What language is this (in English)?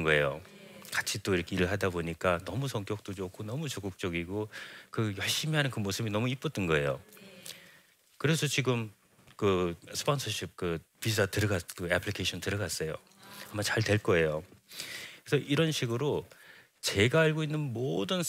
Korean